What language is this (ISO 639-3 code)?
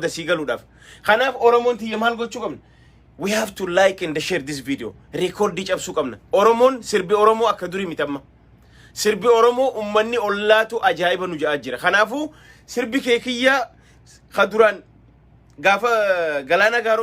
orm